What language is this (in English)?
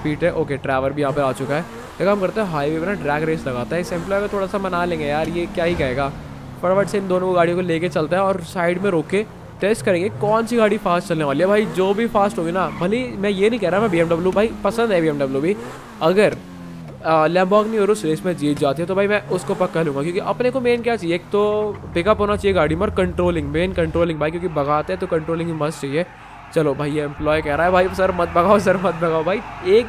Hindi